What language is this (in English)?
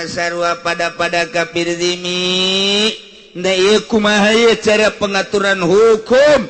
Sundanese